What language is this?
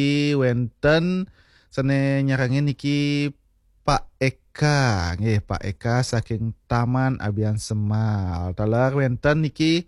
Balinese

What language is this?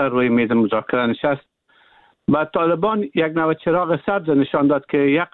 Persian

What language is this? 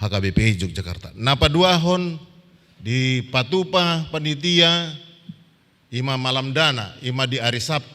Batak Toba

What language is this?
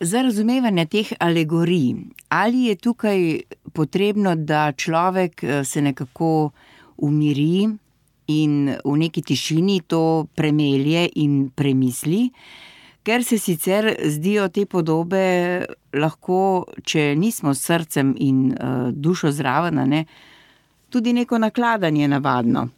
Slovenian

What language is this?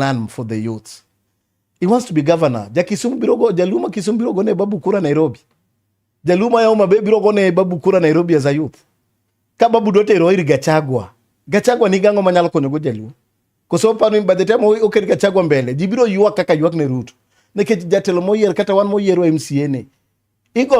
Luo (Kenya and Tanzania)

